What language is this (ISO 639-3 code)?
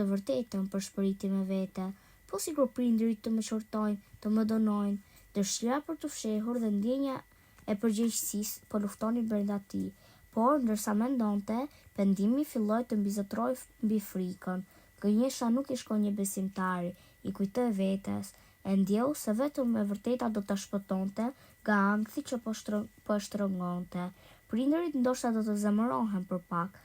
sqi